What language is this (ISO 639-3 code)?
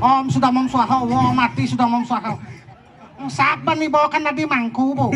ban